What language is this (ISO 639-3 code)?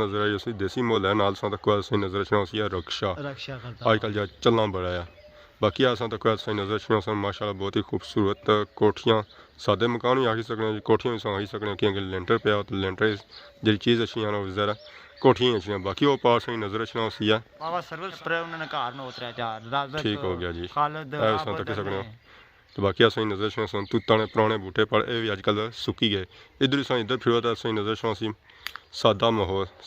phr